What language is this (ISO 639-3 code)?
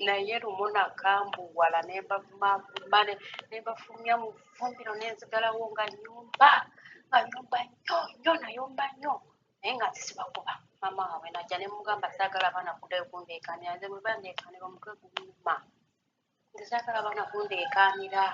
lug